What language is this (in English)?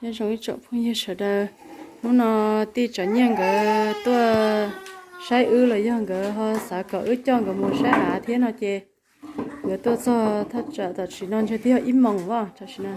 Hmong